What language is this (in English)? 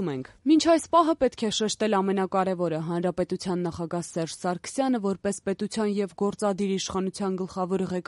Armenian